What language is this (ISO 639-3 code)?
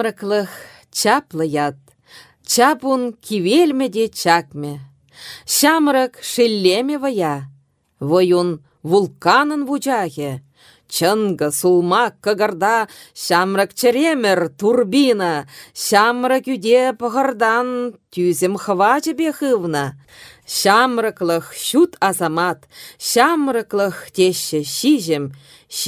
chv